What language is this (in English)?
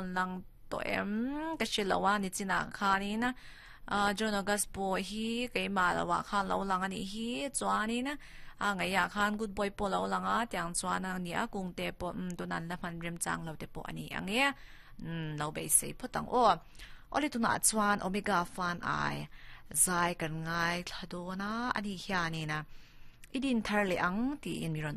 Mizo